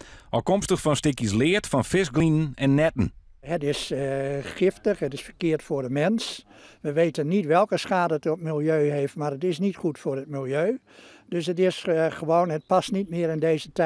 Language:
Western Frisian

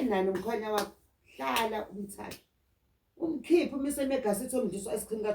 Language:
Zulu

